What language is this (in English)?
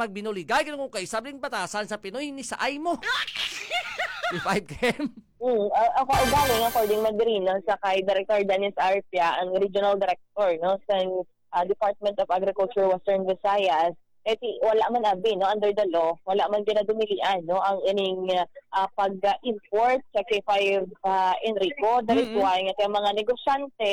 Hiligaynon